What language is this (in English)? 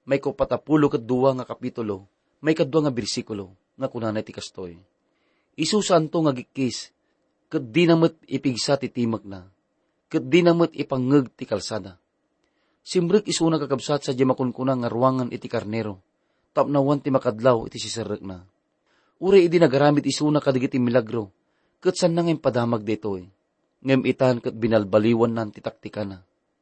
Iloko